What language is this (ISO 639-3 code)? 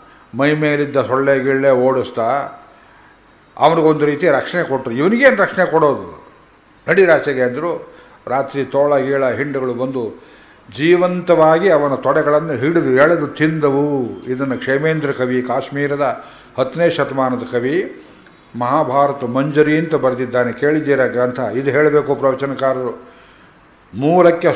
kan